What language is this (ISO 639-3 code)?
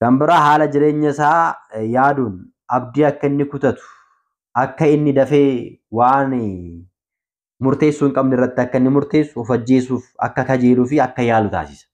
orm